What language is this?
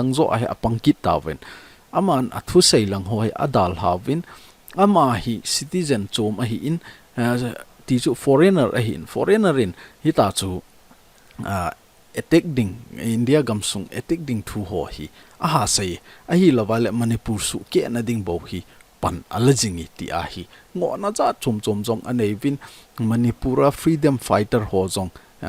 Thado Chin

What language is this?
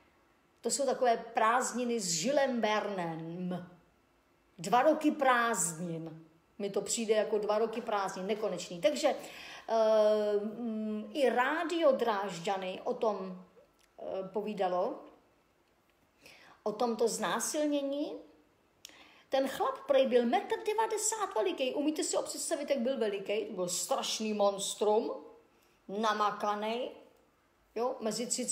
Czech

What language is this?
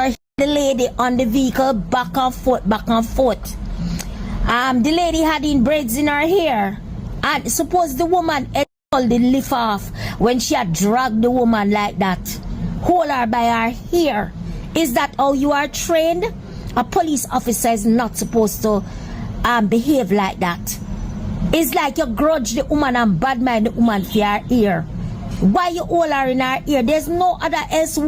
Jamaican Creole English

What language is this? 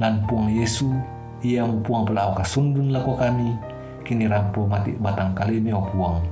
Toraja-Sa'dan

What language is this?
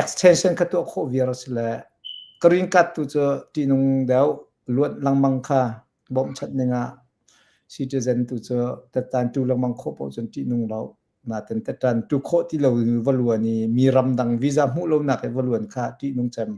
Hakha Chin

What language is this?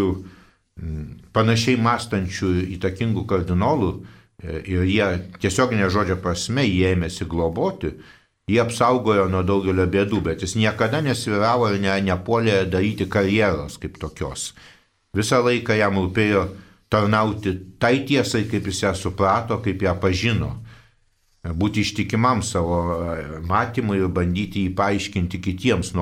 Lithuanian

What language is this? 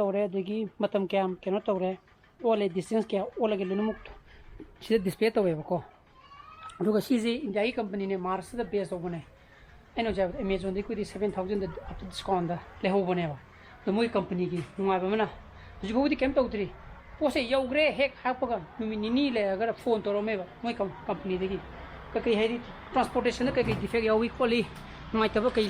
Manipuri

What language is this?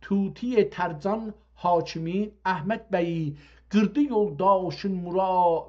South Azerbaijani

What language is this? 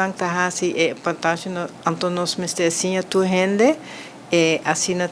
Papiamento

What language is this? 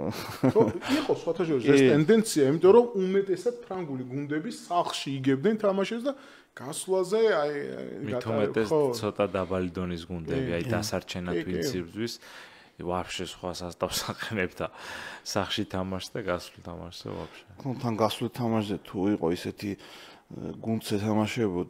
Georgian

